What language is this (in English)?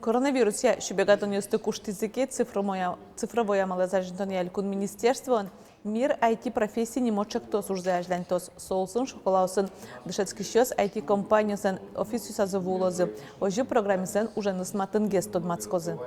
Udmurt